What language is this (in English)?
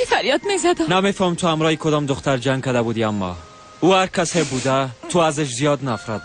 Tajik